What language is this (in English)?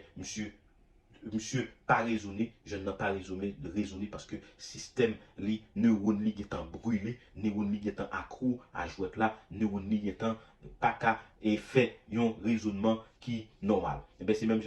Haitian Creole